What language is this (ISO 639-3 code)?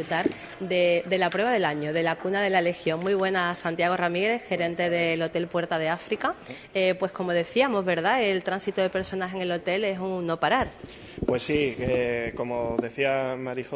spa